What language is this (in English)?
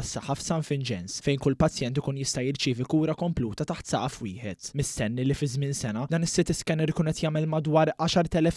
Maltese